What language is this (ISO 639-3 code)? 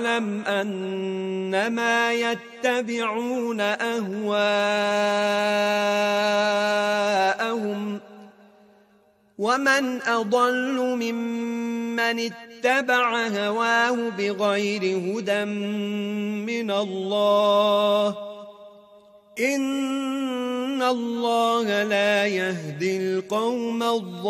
ara